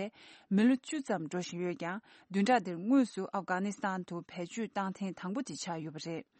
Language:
Tibetan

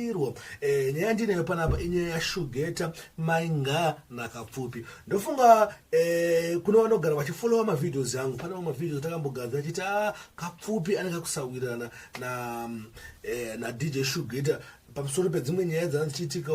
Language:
Shona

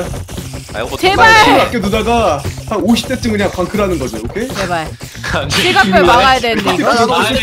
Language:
Korean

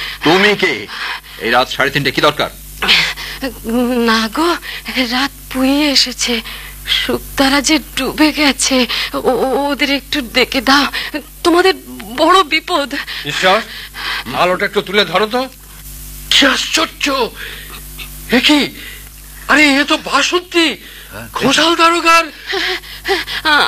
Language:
Bangla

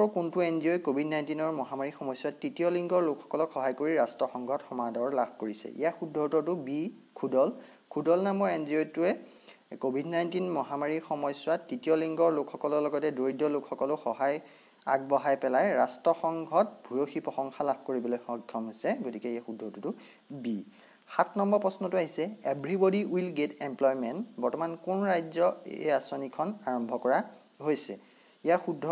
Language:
Assamese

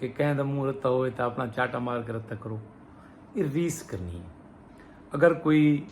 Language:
Saraiki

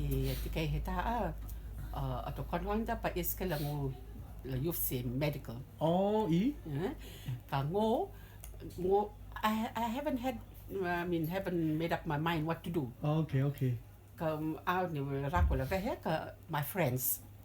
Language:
Rotuman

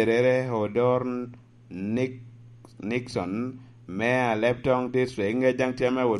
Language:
Lango (Uganda)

